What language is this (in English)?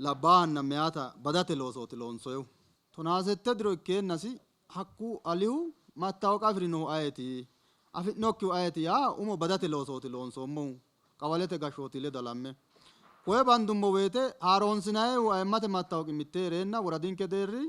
Sidamo